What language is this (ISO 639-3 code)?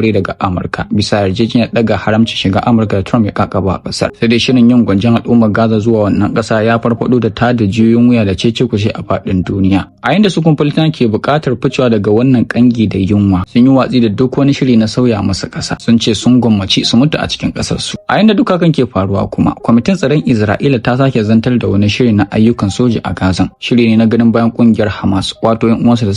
hau